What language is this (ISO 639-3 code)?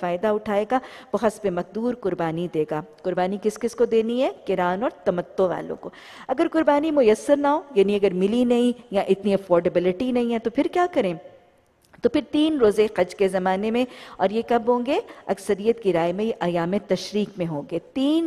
urd